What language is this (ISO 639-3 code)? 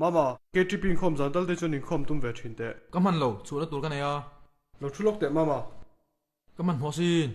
lus